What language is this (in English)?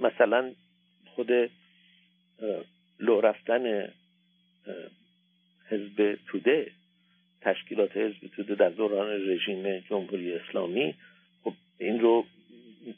Persian